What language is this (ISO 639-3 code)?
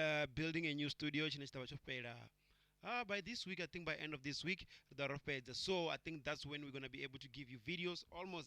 ven